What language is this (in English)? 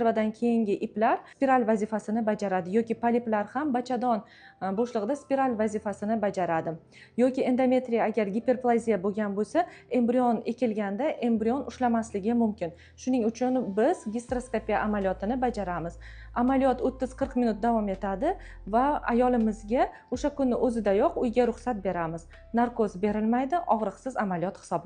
Uzbek